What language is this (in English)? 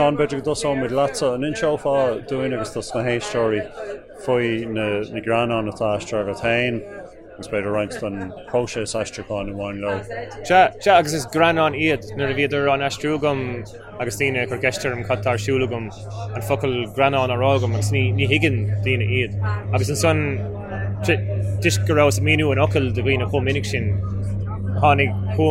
Irish